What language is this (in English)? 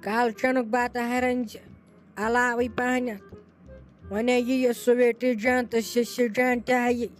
Kashmiri